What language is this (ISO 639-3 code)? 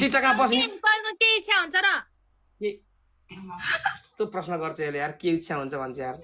nep